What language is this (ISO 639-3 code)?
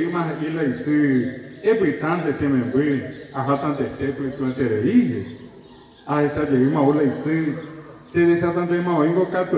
grn